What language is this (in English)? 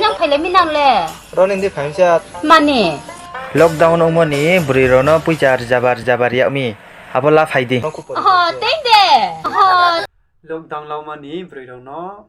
Riang (India)